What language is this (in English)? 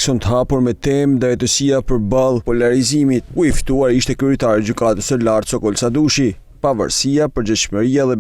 Albanian